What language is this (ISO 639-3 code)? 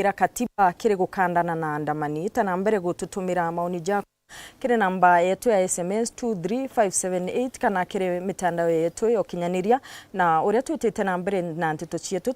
mer